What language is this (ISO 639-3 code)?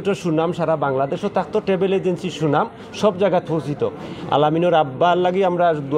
syl